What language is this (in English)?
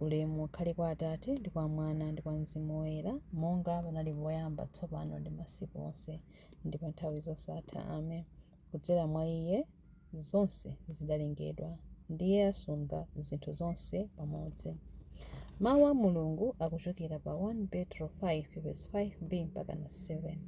Nyanja